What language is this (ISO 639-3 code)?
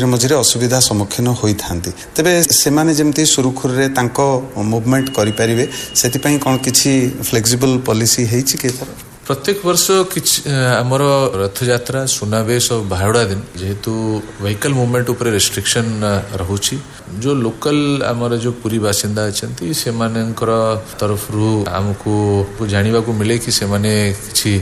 ori